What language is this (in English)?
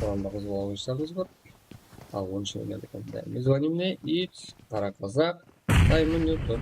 Kara-Kalpak